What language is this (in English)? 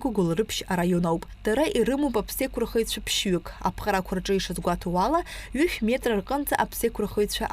Abkhazian